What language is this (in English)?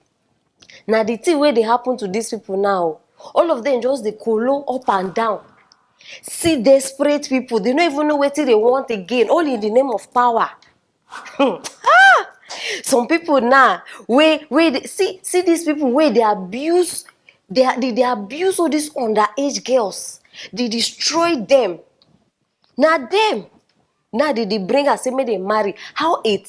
Nigerian Pidgin